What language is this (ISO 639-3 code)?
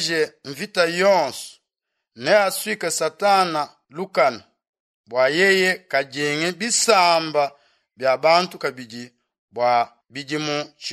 lua